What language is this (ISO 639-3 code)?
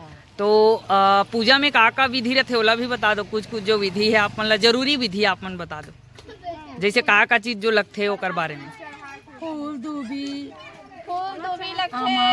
hne